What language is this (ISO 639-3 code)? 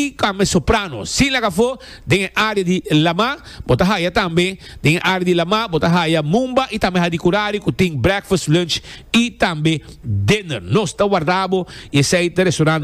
pap